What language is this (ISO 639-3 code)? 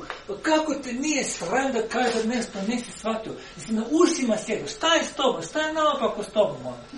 hrv